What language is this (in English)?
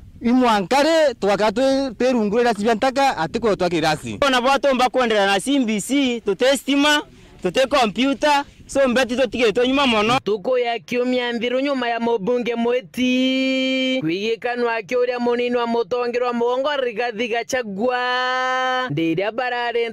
Meru